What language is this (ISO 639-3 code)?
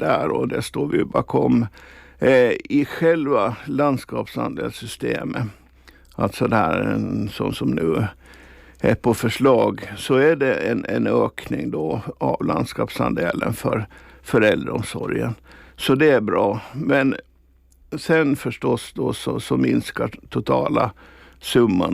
swe